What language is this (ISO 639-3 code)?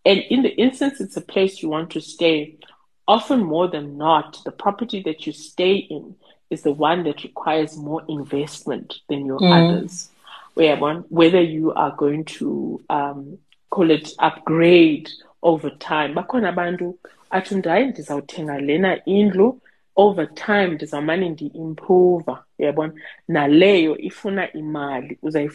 xho